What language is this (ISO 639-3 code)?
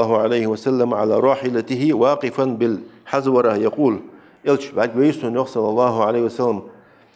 inh